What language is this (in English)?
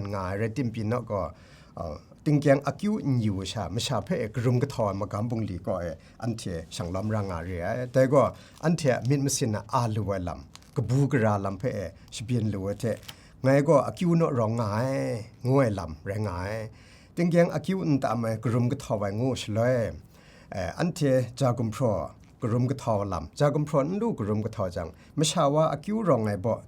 Kachin